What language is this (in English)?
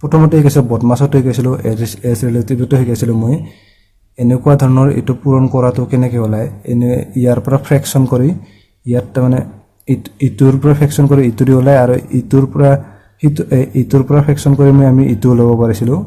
Assamese